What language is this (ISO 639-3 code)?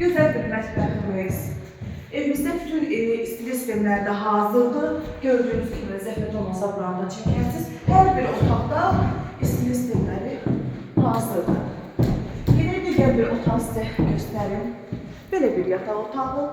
aze